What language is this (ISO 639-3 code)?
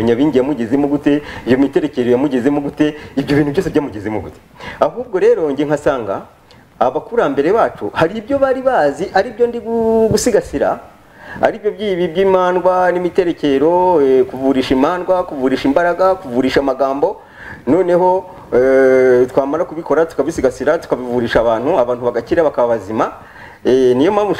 kin